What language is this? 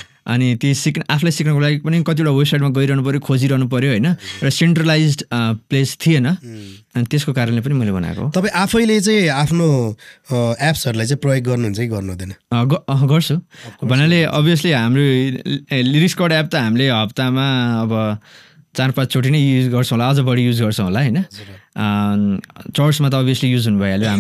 Nepali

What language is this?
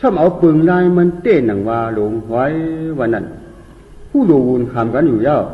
Shan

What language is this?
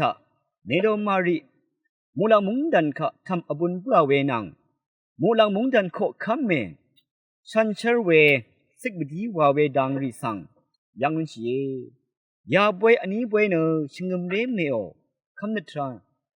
Rawang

